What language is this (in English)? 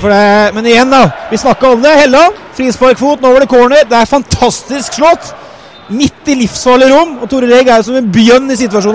Norwegian